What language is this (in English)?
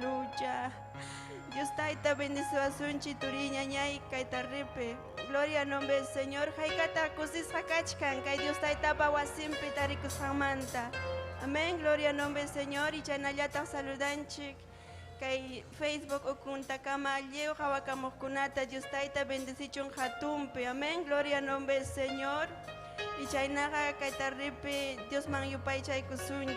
Ayacucho Quechua